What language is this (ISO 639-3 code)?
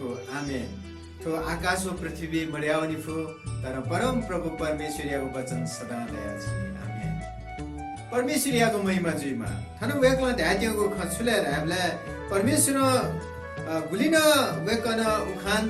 new